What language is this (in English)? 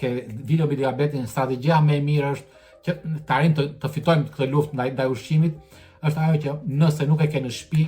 Albanian